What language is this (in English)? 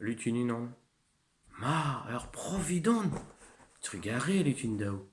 Breton